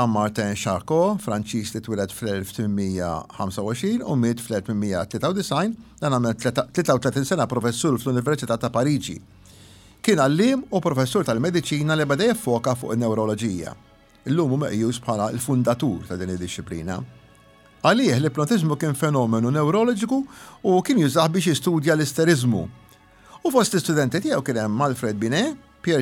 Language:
Maltese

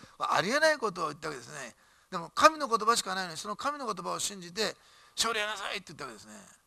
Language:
Japanese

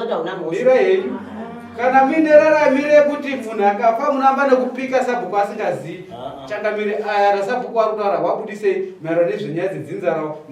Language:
Shona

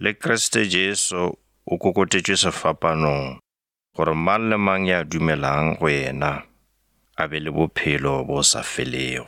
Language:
Northern Sotho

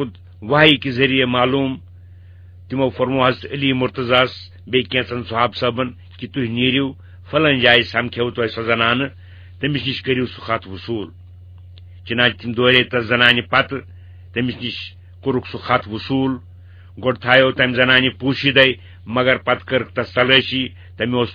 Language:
Kashmiri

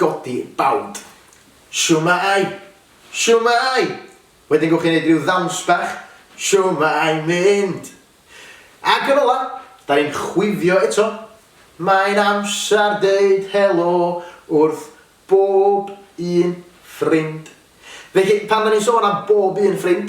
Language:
Welsh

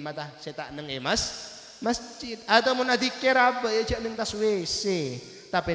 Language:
Madurese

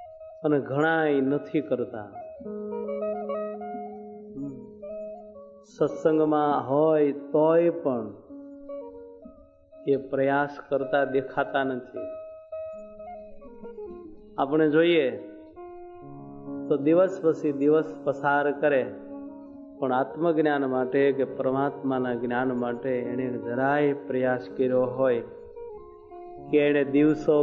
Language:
Gujarati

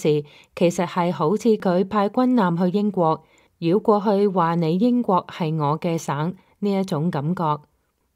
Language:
Cantonese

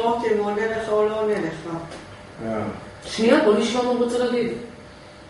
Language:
Hebrew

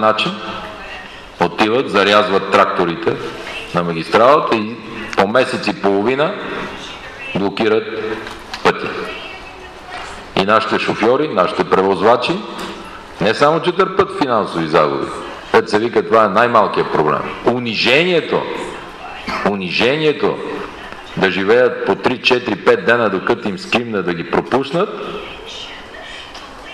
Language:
Bulgarian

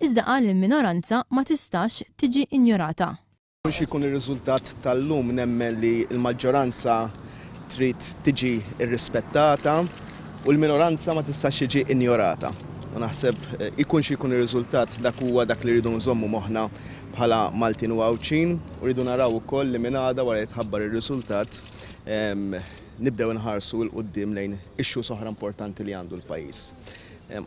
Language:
Maltese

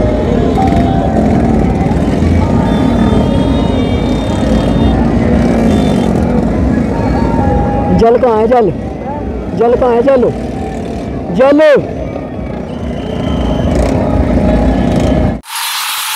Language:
Hindi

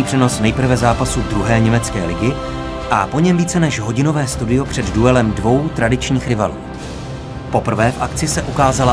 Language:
Czech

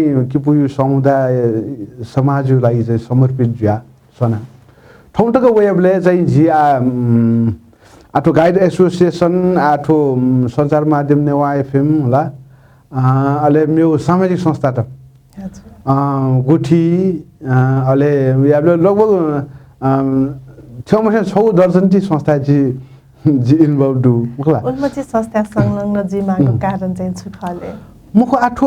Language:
Newari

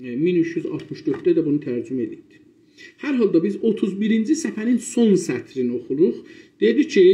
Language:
South Azerbaijani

